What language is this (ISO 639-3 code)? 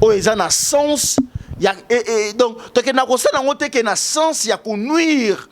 lin